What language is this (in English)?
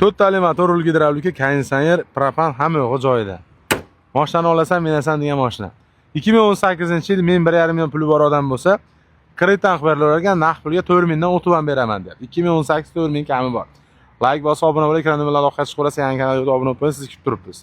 Uzbek